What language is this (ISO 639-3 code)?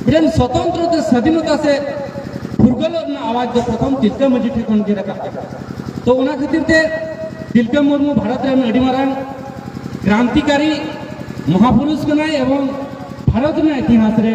sat